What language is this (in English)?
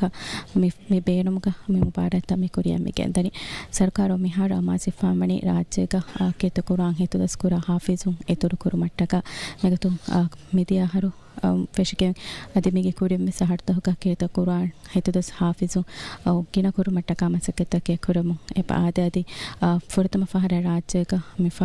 Divehi